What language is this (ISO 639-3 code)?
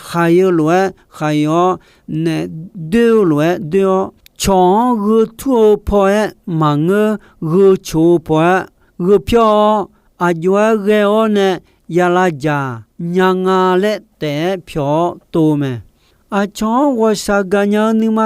ahk